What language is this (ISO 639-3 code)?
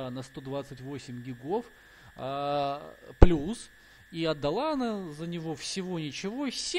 rus